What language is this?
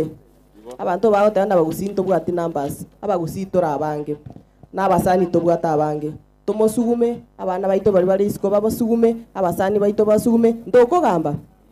Gusii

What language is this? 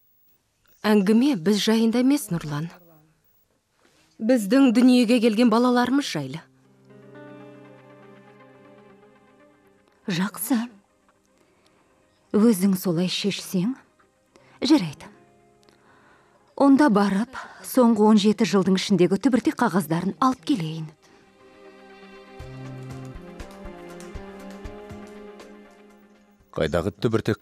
Kazakh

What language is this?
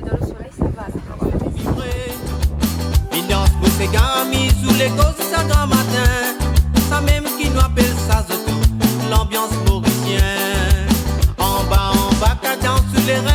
Réunion Creole French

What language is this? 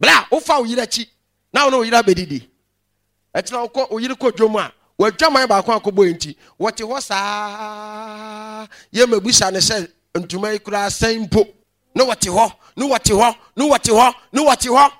Akan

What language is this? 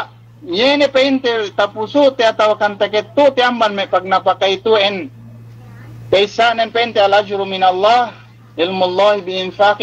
Yakan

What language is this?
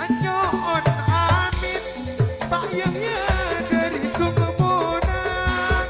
Madurese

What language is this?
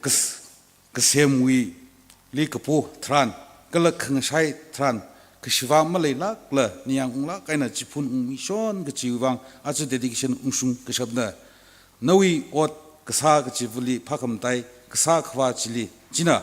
Tangkhul Naga (India)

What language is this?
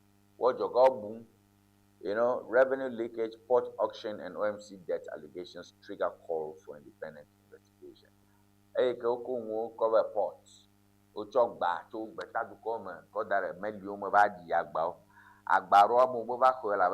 Ewe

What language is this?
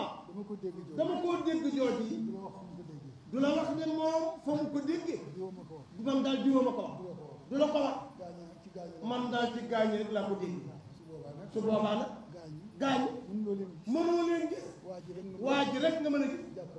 Wolof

